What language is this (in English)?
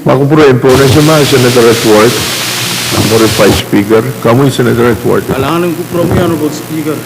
Pohnpeian